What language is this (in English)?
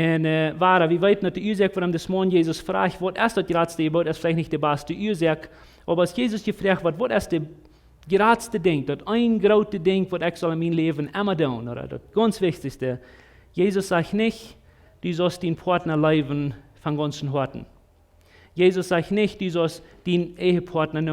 Plautdietsch